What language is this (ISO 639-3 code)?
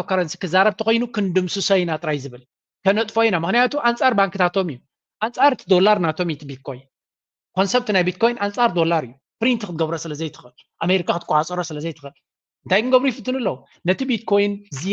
tir